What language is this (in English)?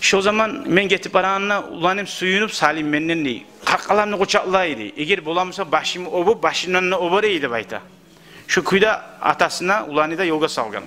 Kumyk